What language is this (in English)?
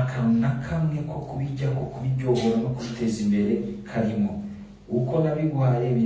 Rundi